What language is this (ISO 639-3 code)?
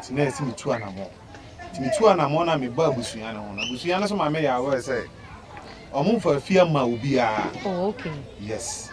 aka